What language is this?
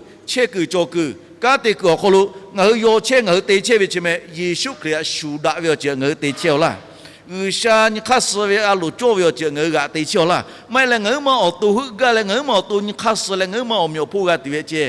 Lahu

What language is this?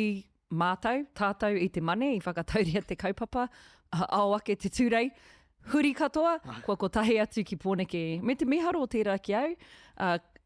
Māori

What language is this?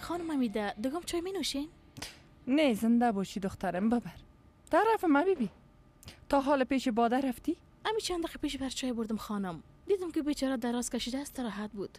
Persian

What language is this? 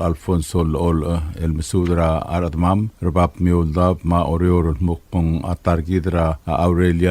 Palauan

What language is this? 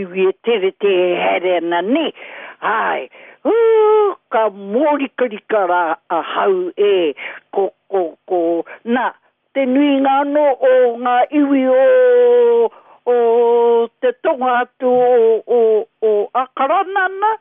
Māori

